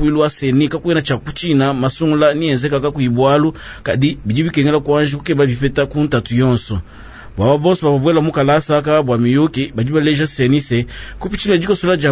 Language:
Luba-Lulua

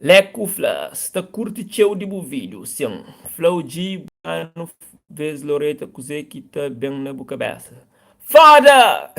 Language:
Kabuverdianu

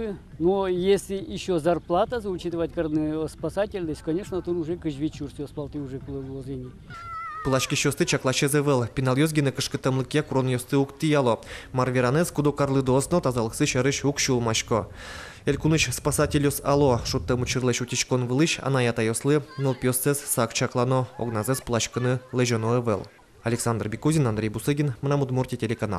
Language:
Udmurt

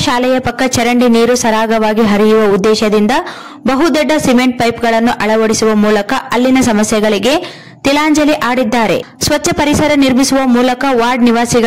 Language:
Kannada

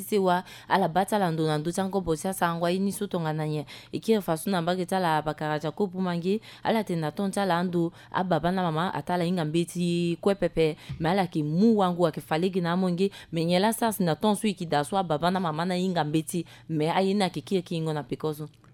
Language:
Sango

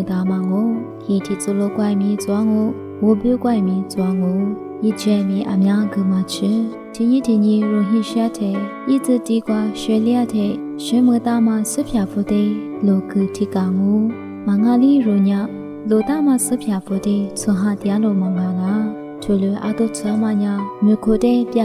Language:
Lisu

